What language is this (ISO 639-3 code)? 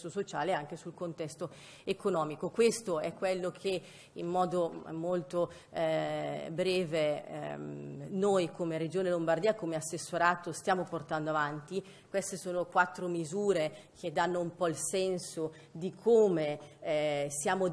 ita